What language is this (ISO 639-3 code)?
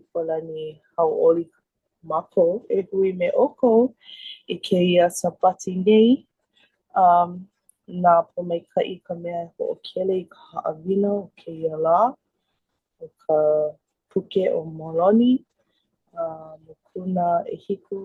haw